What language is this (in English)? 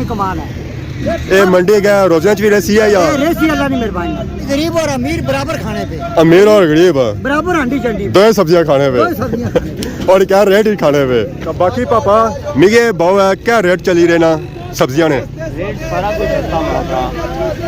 Pahari-Potwari